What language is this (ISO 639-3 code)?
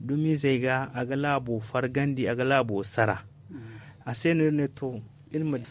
dje